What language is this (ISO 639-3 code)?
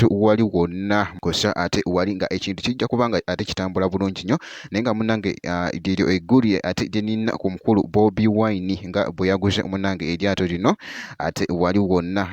lug